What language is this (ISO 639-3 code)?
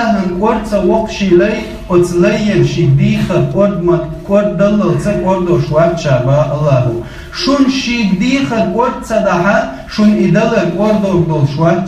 che